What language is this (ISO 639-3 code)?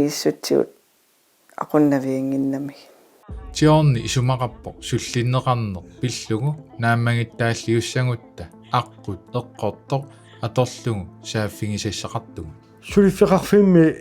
kal